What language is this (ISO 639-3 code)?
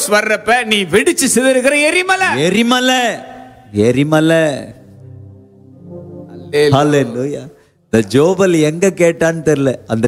tam